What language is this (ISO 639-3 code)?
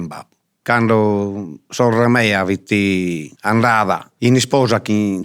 srd